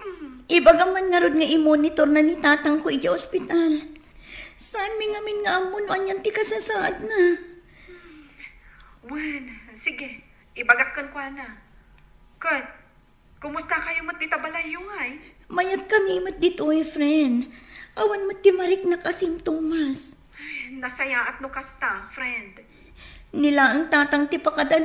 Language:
Iloko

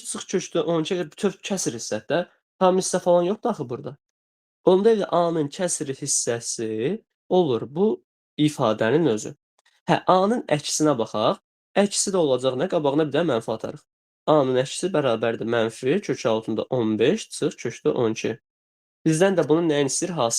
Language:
Azerbaijani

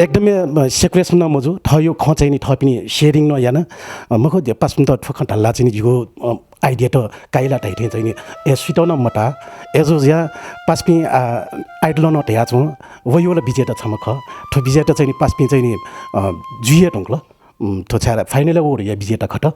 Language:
Newari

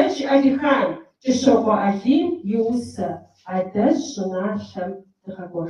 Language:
Kabardian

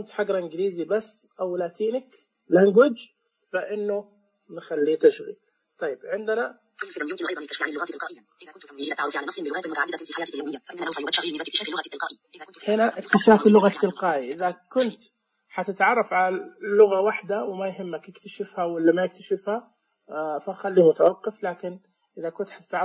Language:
Najdi Arabic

